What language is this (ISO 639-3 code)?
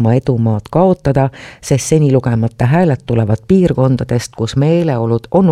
est